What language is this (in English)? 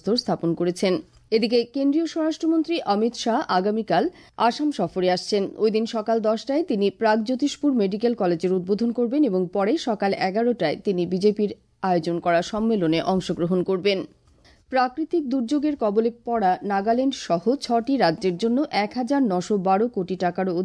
Bangla